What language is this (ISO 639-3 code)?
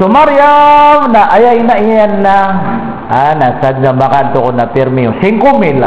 mrw